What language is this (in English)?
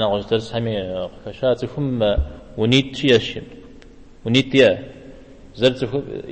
Kabardian